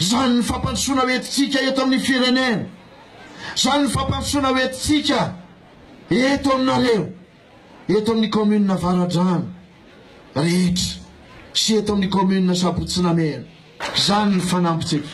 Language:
Malagasy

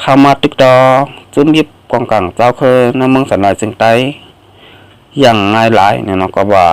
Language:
Shan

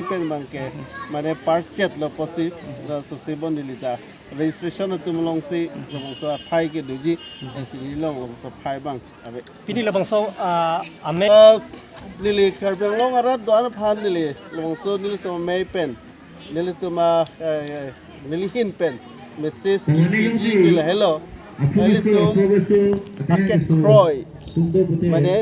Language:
Karbi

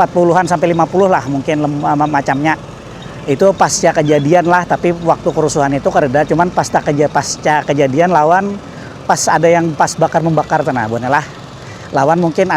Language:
Banjar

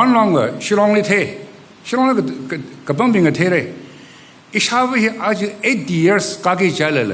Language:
Tangkhul Naga (India)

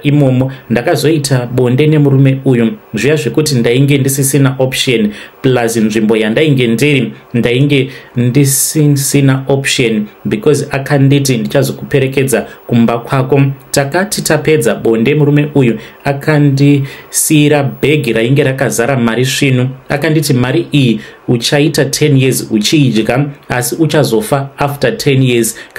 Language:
Shona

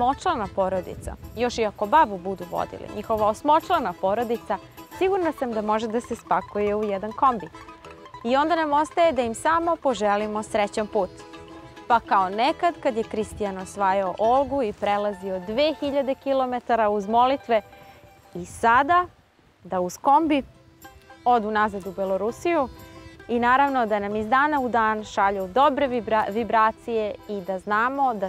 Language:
Serbian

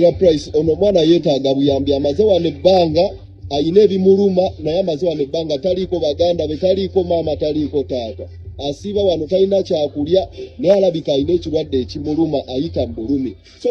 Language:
Ganda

